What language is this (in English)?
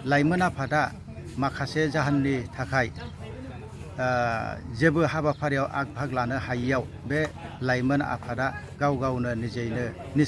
Bodo